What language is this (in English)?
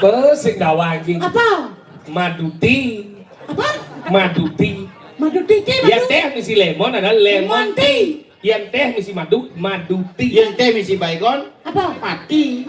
Balinese